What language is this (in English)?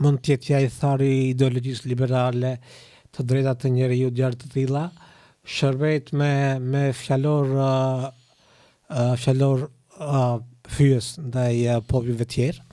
Albanian